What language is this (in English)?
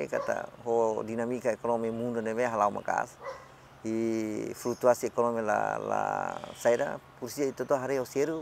Tetum